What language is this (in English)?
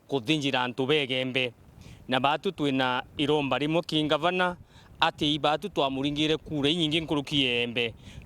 Meru